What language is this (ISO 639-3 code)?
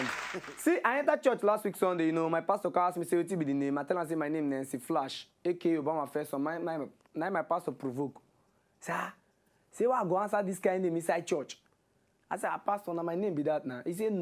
pcm